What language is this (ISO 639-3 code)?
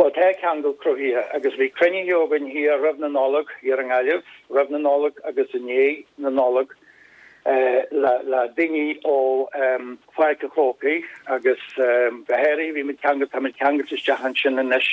gle